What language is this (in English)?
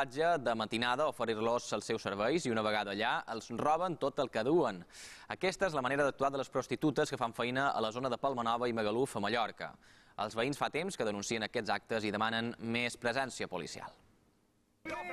Catalan